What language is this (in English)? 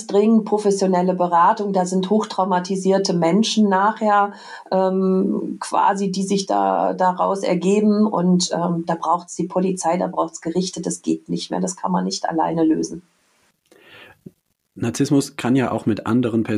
German